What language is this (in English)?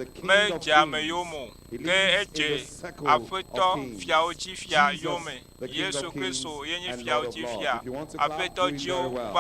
Ewe